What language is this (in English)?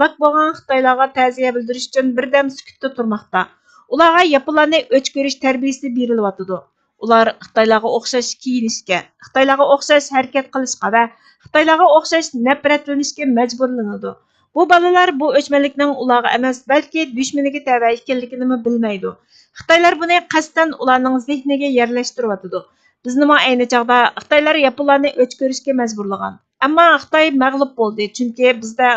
Uyghur